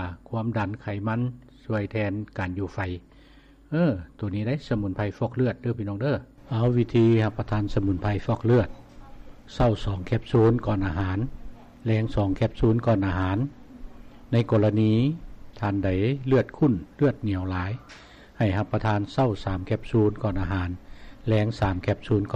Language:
Lao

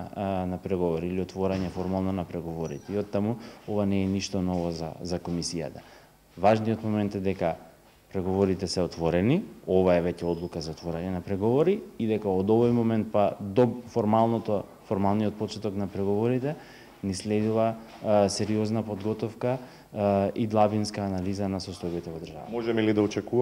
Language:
Macedonian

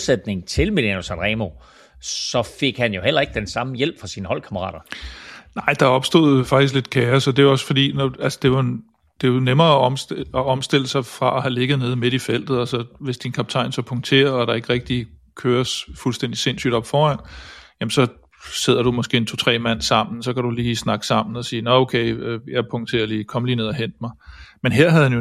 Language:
Danish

